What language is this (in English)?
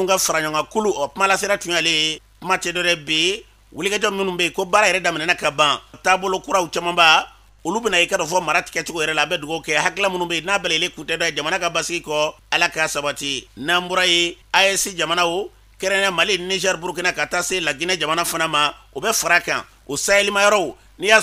Bambara